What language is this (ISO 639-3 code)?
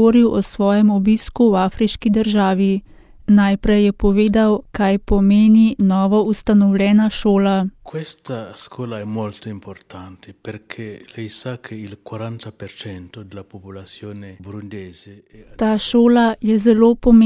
slv